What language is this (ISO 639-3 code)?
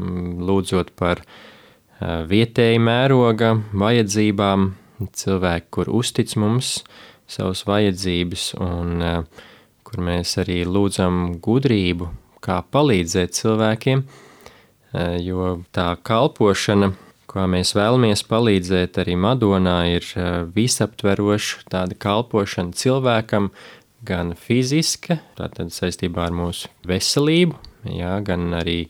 lav